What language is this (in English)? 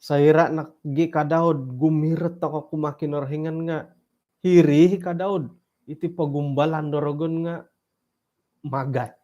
Central Dusun